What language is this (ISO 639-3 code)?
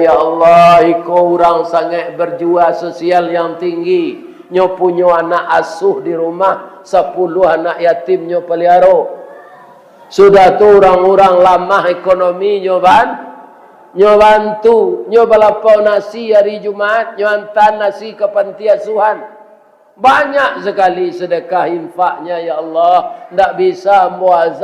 min